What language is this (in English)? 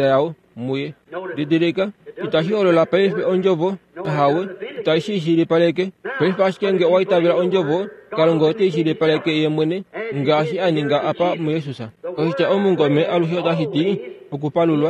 Kuanyama